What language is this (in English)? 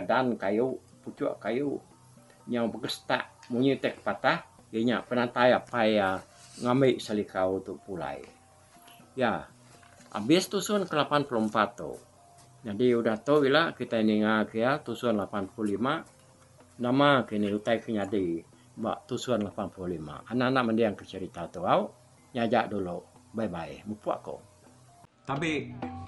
Iban